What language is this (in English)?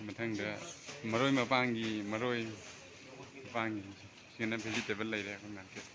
Manipuri